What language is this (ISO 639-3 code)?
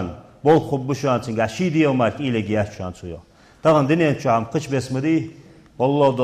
inh